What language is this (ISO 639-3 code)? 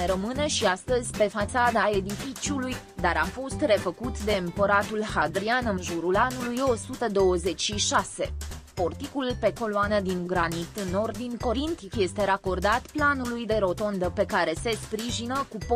ron